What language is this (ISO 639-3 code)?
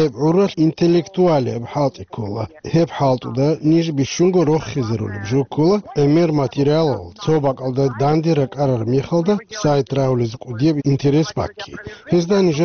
ava